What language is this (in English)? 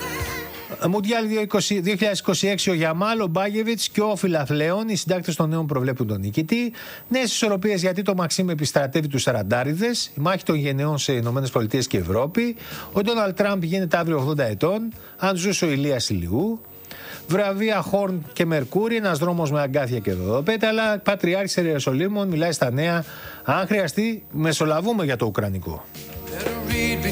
Greek